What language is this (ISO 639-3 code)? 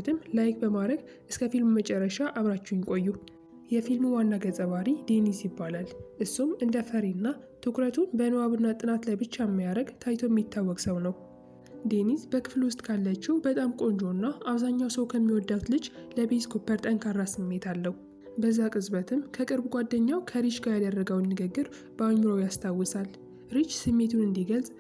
amh